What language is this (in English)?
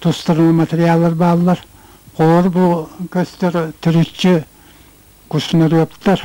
Yakut